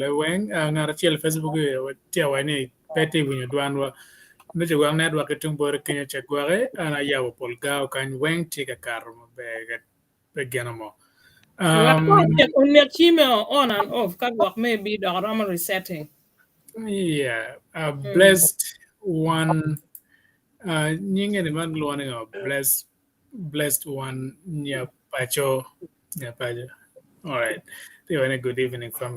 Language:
Acoli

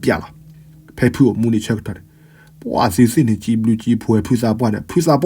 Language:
S'gaw Karen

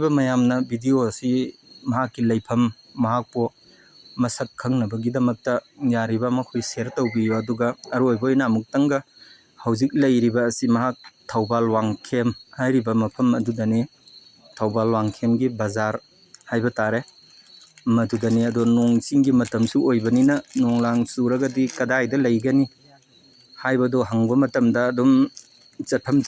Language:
Manipuri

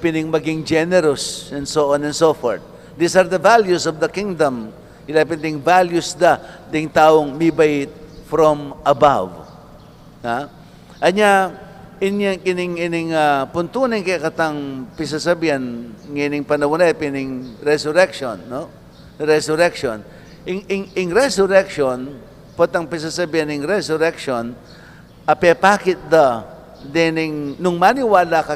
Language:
Pampanga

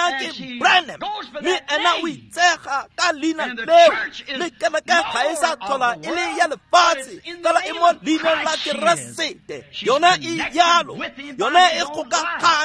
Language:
Tswana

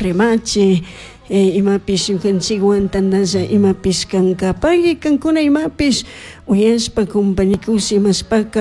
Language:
Chimborazo Highland Quichua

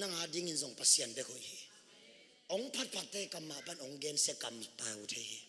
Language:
Tedim Chin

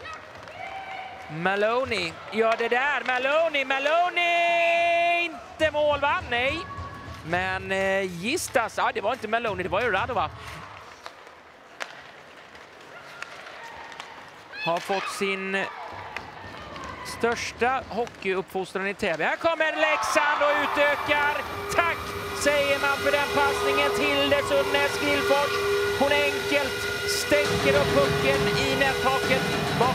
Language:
Swedish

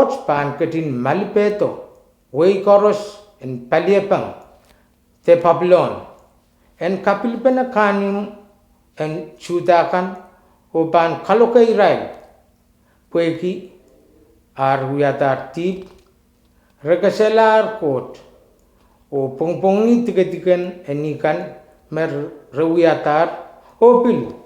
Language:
Pohnpeian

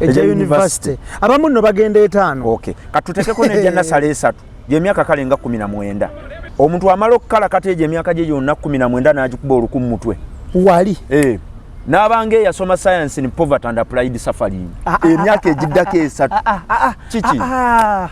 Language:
Ganda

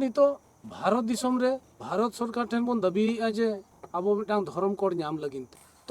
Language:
Santali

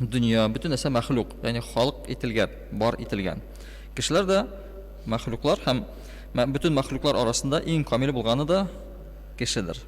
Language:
Tatar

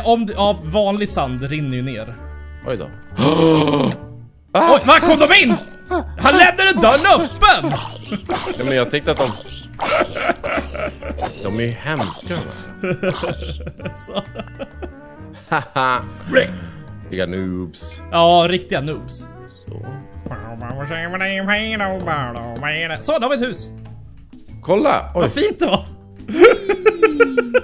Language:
Swedish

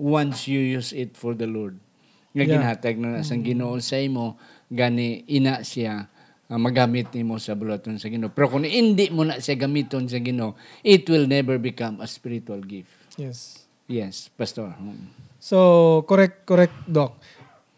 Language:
Hiligaynon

